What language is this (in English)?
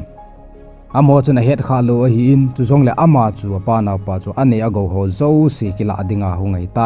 Thado Chin